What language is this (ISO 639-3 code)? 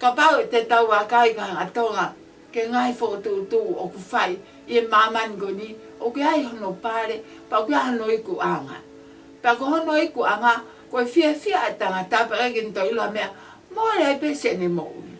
ton